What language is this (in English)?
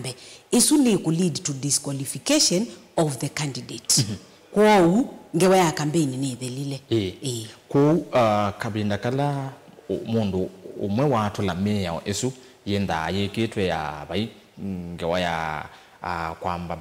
Kamba